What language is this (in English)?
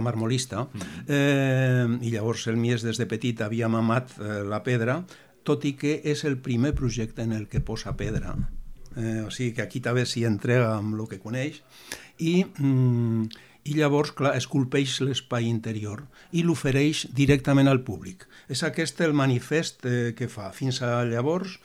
Catalan